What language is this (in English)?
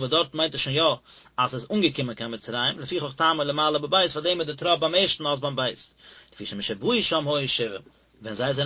Yiddish